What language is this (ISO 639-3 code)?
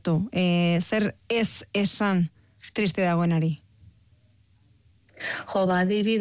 eus